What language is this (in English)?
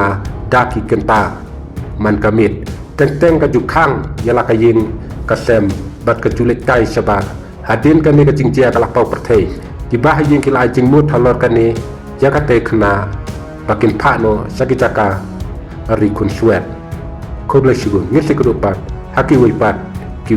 Khasi